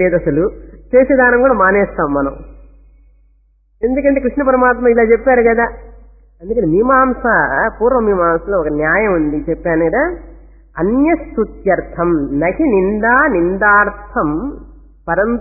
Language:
Telugu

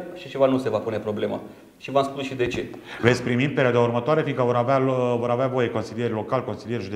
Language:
Romanian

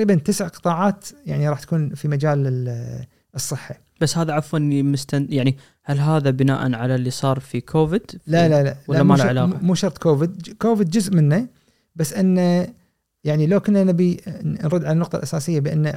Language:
Gulf Arabic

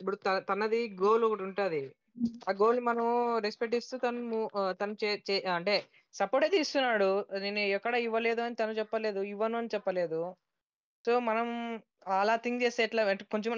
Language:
Telugu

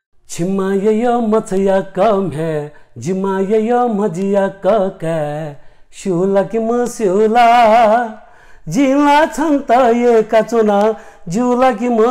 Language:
Newari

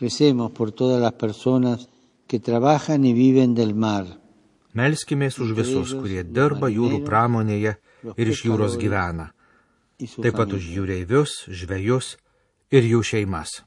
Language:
Lithuanian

